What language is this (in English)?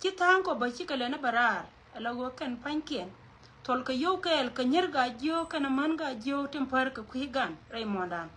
Nuer